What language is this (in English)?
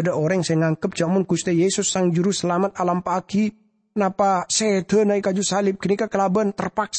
Madurese